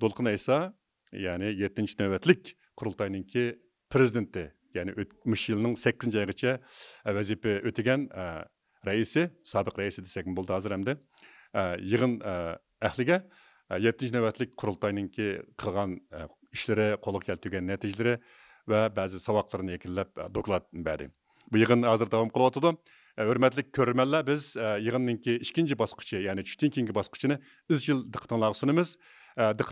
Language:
Uyghur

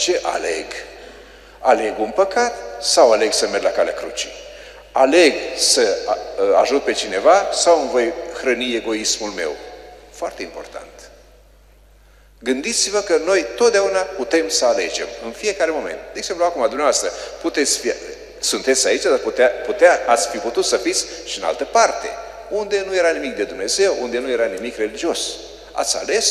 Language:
Romanian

